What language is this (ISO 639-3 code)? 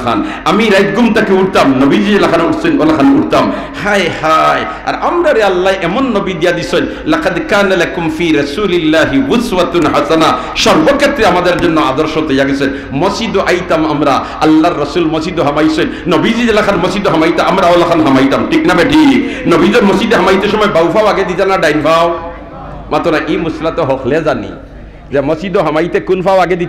syl